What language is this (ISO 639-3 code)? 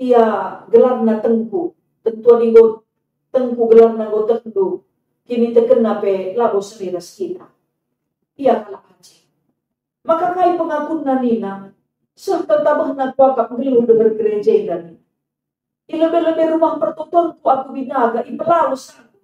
btx